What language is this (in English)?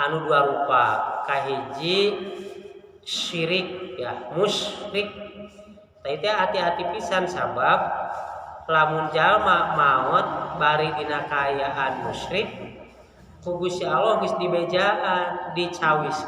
Sundanese